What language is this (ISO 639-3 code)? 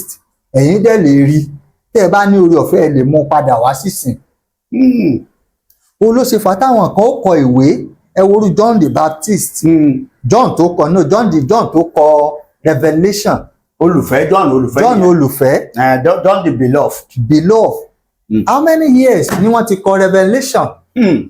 yor